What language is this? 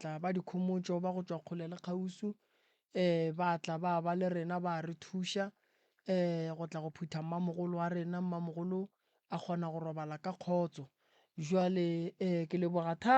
Northern Sotho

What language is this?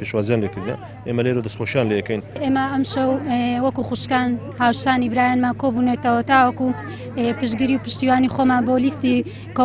Central Kurdish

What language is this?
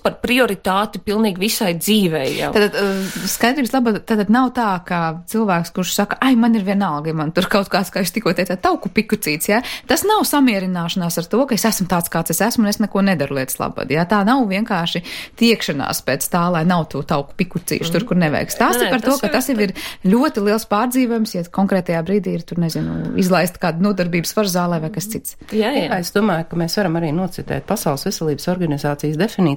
Latvian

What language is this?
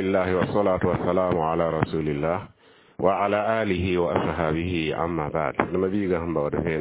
Mossi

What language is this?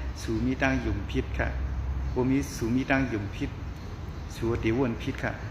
Shan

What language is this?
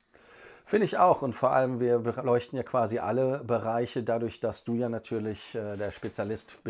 German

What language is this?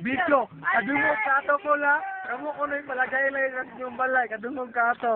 Cebuano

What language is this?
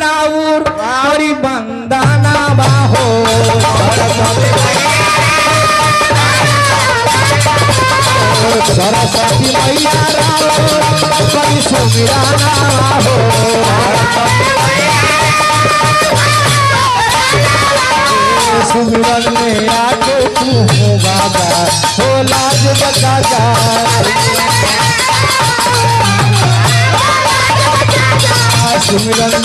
Bhojpuri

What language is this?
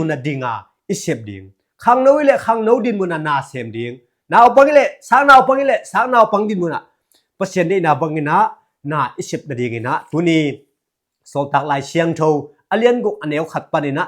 Tedim Chin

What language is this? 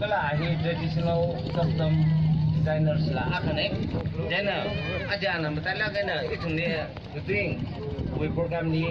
Tangkhul Naga (India)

